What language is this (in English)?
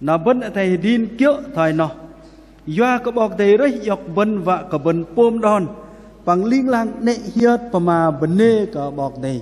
Bahnar